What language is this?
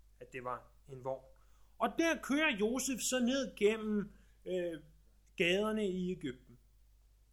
Danish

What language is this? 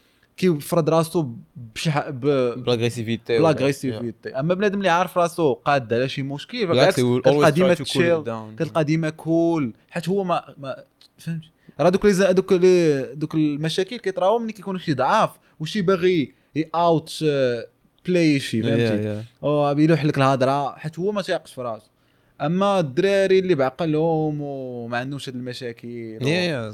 Moroccan Arabic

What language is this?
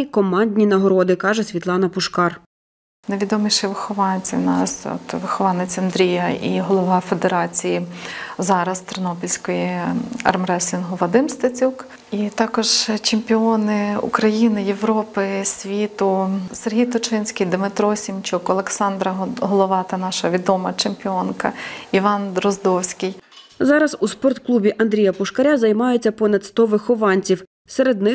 Ukrainian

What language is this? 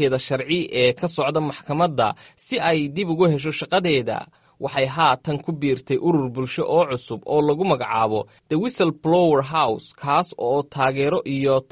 Somali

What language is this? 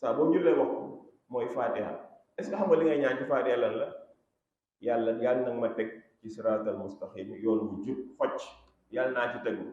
Wolof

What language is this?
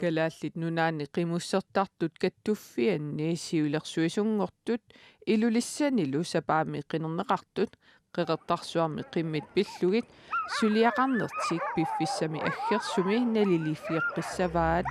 Kalaallisut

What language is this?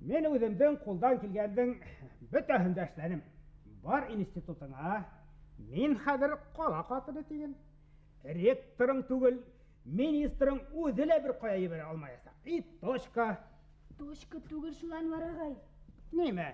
Bashkir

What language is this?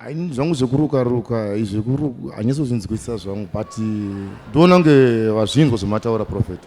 Shona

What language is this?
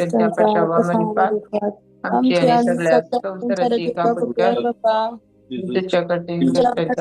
Konkani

